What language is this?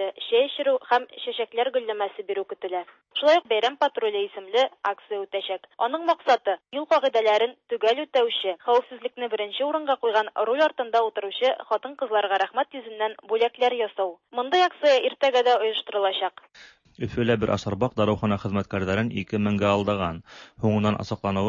Tatar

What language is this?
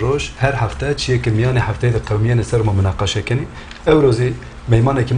Zaza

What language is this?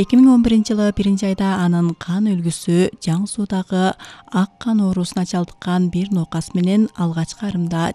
Kyrgyz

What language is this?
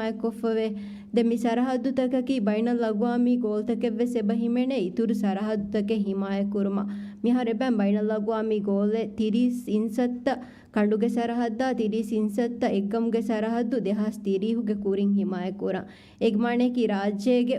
Divehi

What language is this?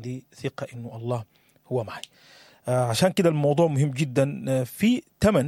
Sudanese Arabic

